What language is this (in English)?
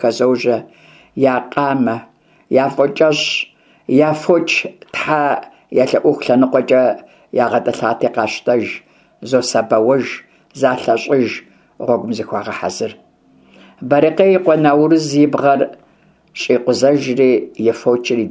Kabardian